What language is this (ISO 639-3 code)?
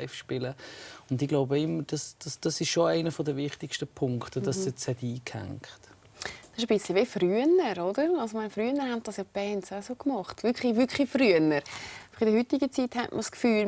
gsw